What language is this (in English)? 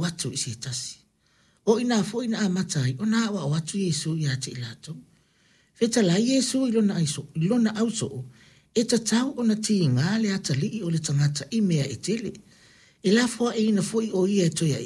Samoan